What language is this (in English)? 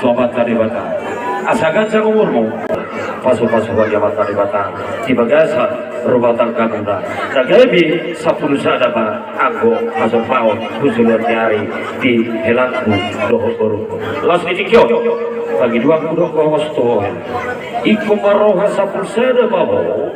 Batak Toba